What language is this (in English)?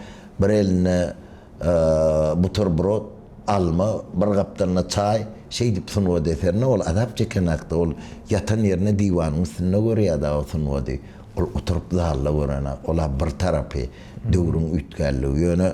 Turkmen